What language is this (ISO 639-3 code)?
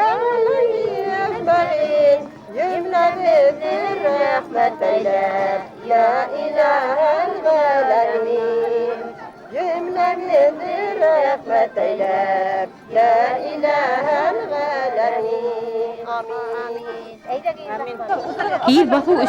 bak